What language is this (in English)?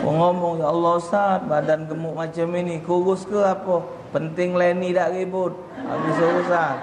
Musi